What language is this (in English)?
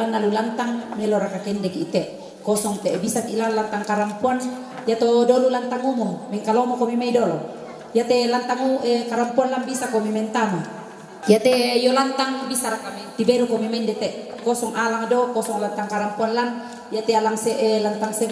Toraja-Sa'dan